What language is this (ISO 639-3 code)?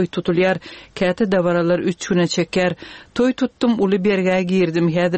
tuk